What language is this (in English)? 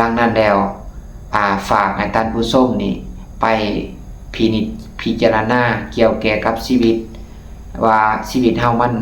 Lao